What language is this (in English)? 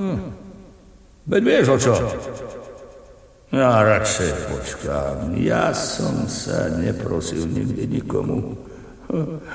Slovak